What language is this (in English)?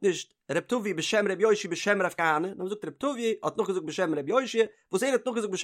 Yiddish